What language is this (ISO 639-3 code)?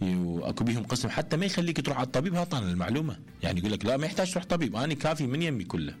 acm